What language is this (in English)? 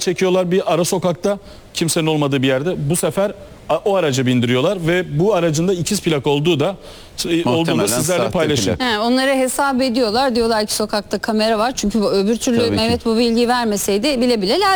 Turkish